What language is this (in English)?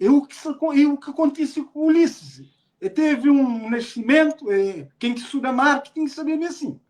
Kabuverdianu